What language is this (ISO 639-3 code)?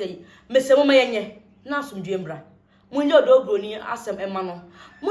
aka